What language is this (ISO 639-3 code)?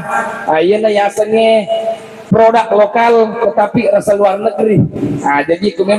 bug